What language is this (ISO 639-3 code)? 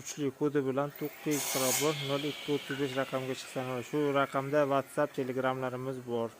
uzb